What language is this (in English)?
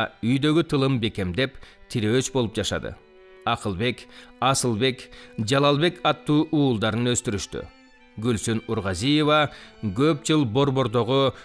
Kyrgyz